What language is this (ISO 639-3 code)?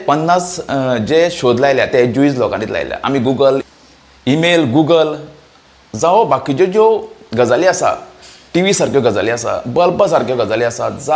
kok